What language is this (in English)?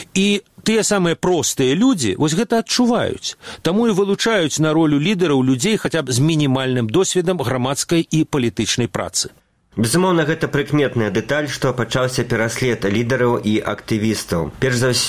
Belarusian